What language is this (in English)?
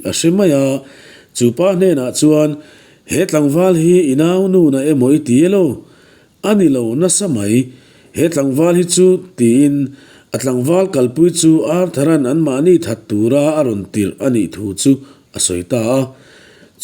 Mizo